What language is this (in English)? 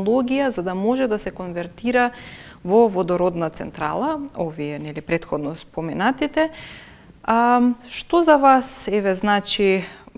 Macedonian